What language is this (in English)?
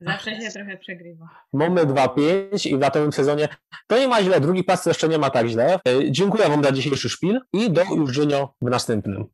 Silesian